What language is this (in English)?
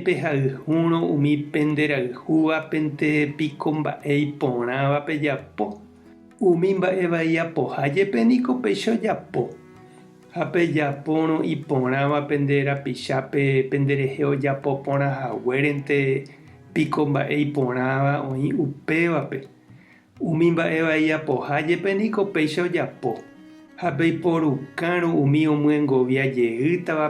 Guarani